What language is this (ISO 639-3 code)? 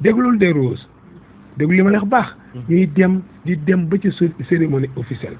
wol